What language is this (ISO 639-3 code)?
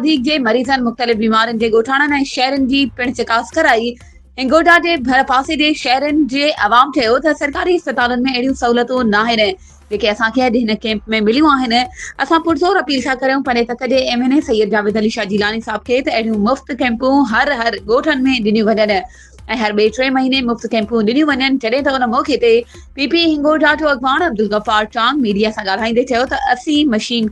snd